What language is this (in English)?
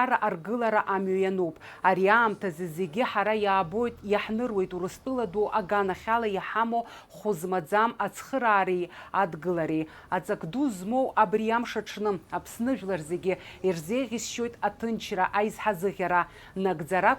Abkhazian